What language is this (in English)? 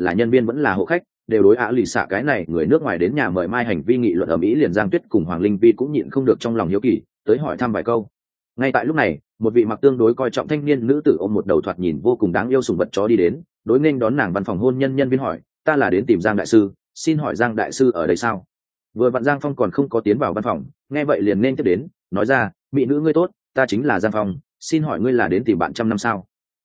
Vietnamese